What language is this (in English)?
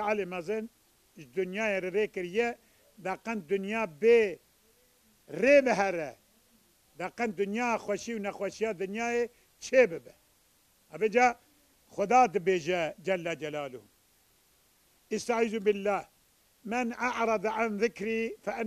Kurdish